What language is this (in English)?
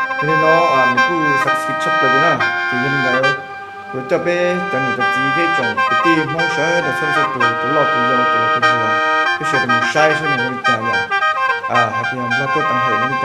Hmong